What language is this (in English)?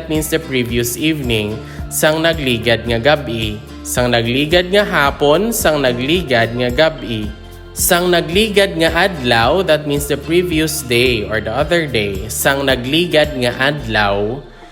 Hiligaynon